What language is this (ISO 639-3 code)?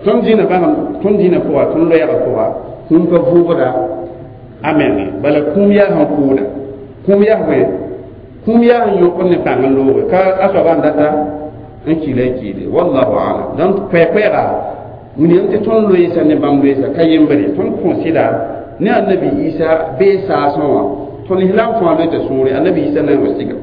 mos